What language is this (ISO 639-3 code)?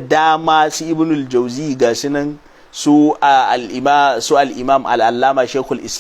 hau